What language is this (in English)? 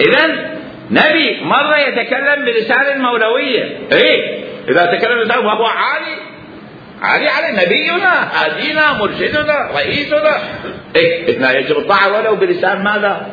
Mesopotamian Arabic